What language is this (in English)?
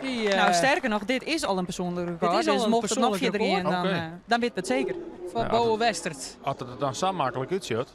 Western Frisian